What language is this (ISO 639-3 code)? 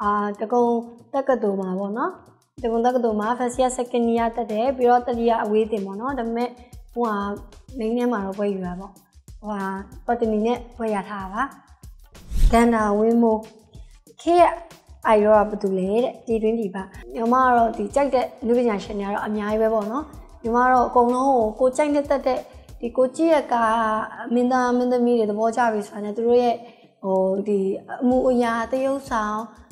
mya